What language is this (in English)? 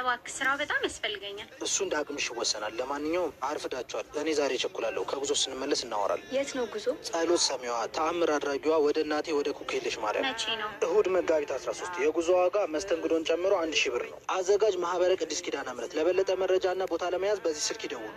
Amharic